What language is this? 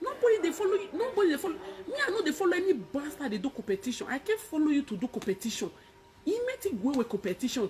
Nigerian Pidgin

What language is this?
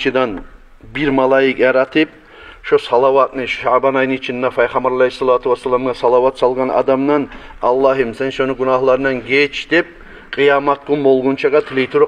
Kumyk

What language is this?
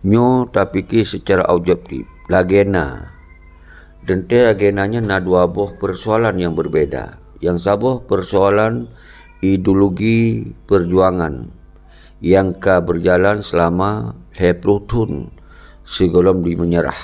Achinese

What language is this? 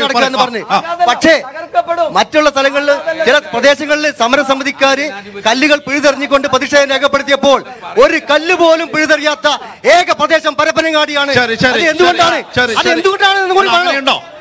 Malayalam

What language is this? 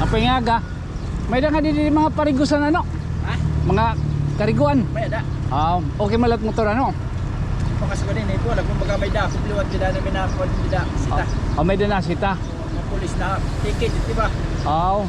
Waray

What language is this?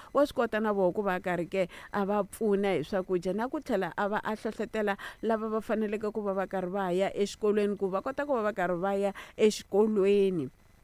Tsonga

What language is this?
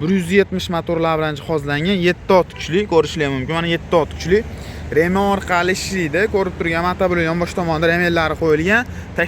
Uzbek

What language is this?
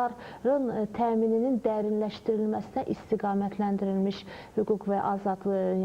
Azerbaijani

